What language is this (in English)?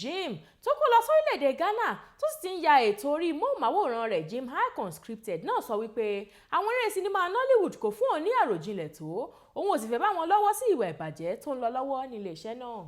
Yoruba